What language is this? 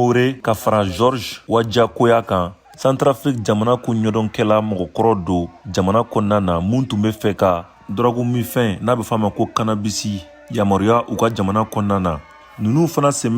Bambara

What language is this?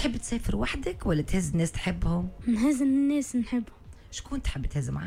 Tunisian Arabic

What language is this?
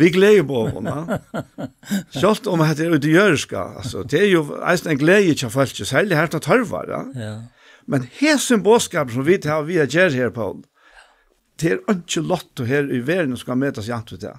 Faroese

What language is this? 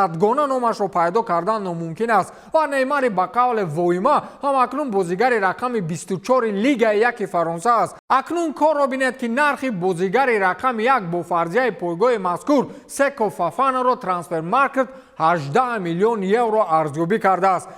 Tajik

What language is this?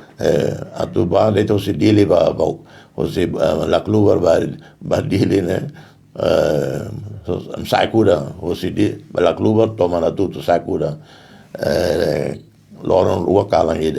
Tetum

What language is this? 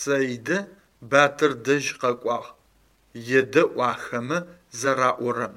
Adyghe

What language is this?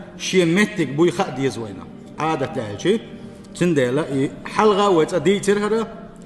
Chechen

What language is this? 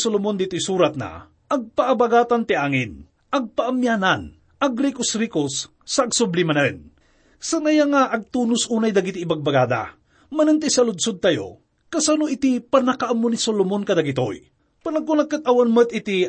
Iloko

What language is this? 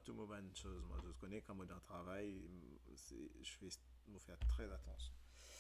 Morisyen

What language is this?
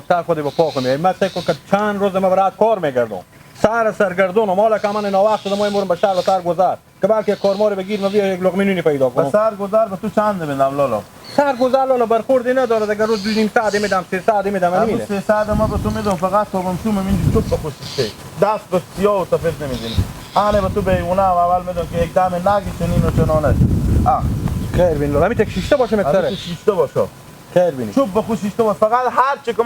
Hazaragi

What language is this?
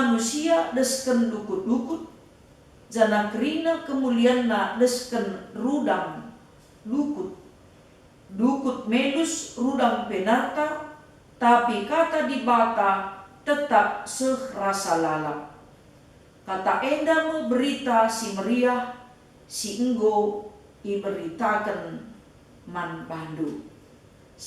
Batak Karo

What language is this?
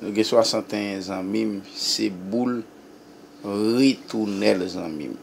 Haitian Creole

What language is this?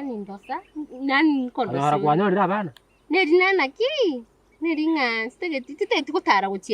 Gusii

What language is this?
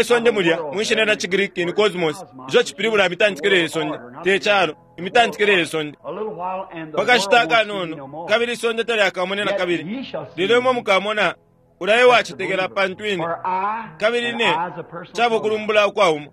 Bemba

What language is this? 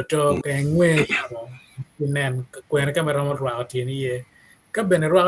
Acoli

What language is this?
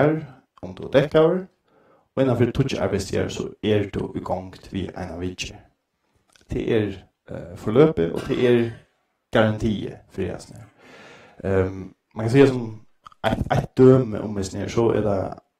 Faroese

